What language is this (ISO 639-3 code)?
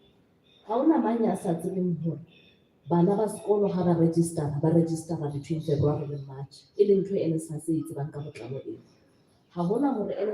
sot